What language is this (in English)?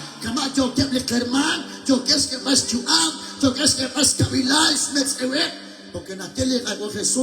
Kekchí